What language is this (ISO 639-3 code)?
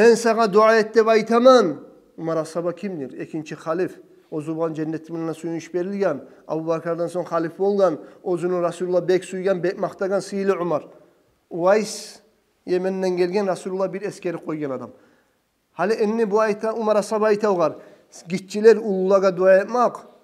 kum